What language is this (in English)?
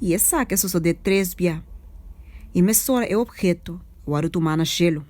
Papiamento